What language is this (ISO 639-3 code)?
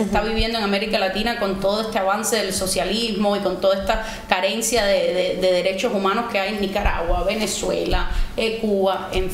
spa